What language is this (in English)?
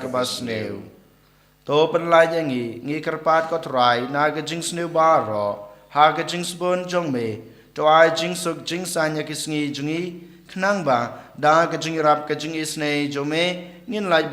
Khasi